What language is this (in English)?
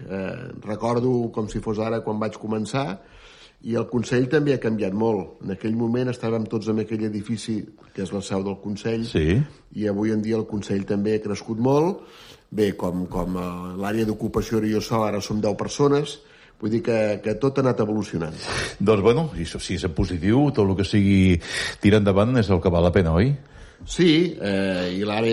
Catalan